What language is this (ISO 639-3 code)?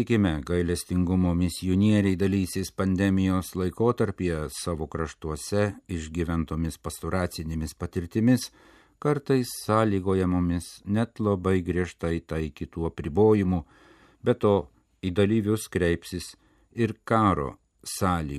lit